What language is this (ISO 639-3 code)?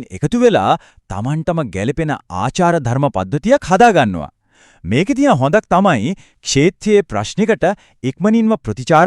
sin